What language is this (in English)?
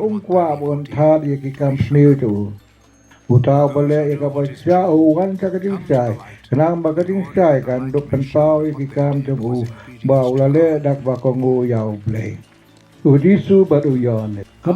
Khasi